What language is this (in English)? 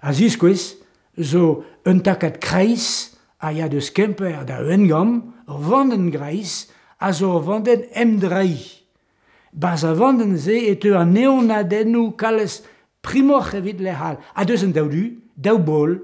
Breton